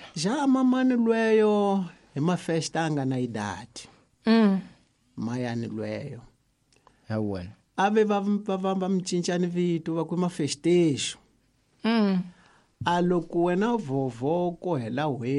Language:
Tsonga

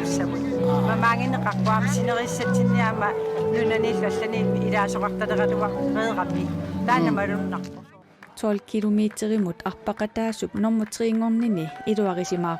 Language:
Kalaallisut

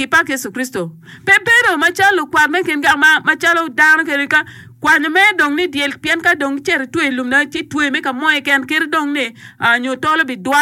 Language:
Acoli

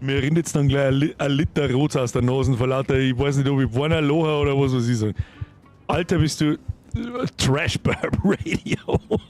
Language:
Bavarian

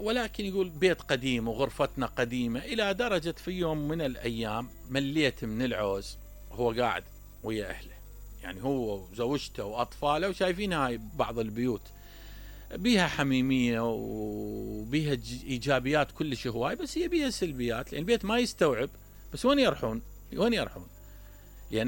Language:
Mesopotamian Arabic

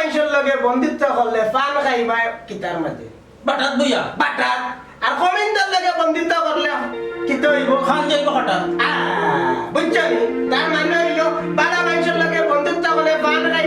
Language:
Sylheti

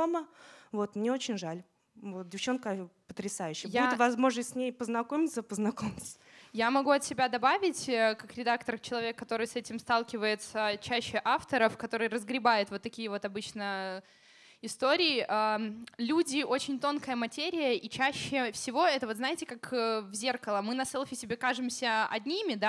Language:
Russian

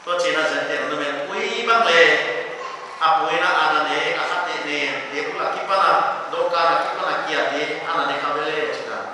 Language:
Paite Chin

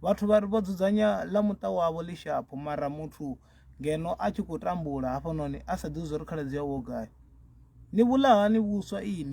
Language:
Venda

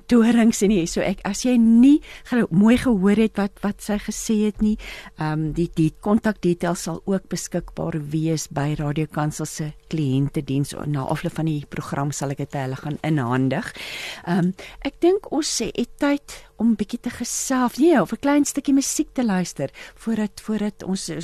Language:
Afrikaans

